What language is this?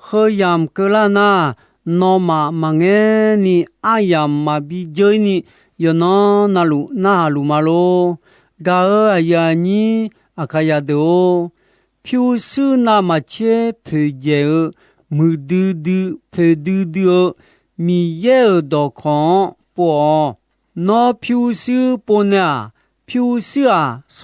Akha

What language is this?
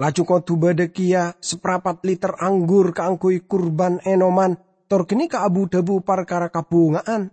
Madurese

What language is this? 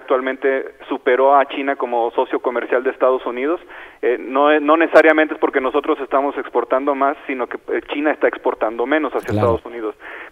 Spanish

